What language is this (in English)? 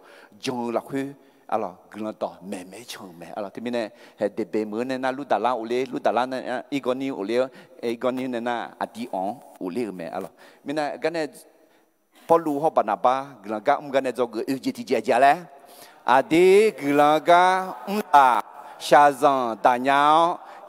Akha